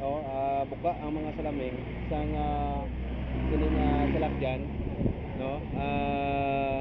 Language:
Hiligaynon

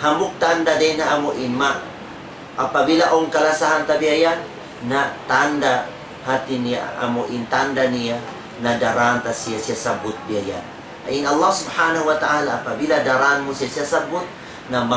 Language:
Tausug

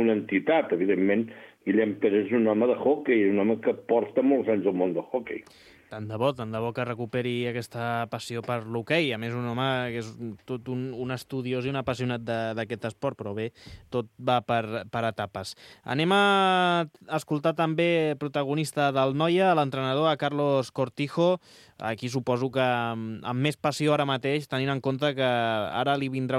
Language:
Catalan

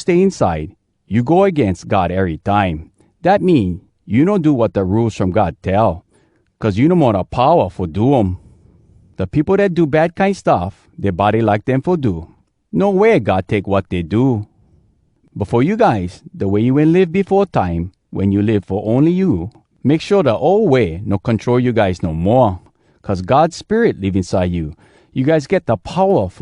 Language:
Hawai'i Creole English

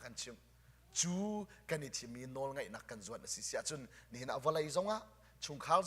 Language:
Hakha Chin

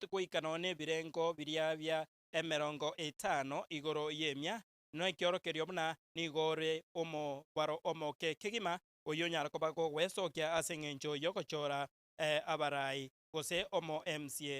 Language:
Gusii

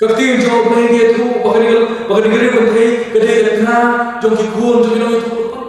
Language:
Khasi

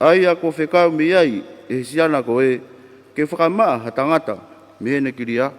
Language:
Tongan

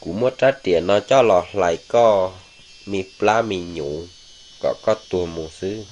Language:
Hmong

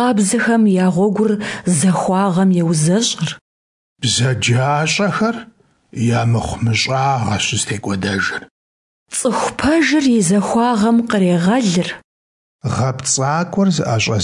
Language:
Kabardian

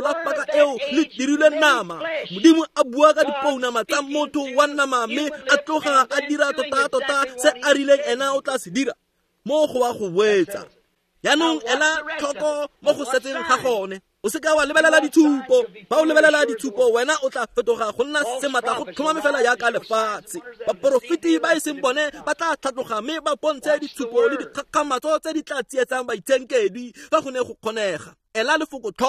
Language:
Tswana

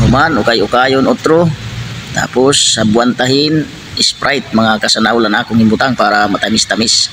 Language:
Waray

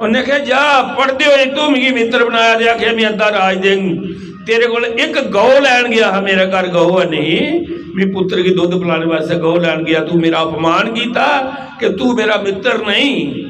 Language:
Dogri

